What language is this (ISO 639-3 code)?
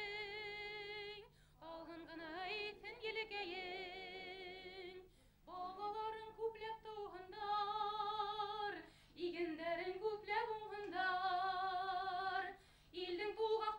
bak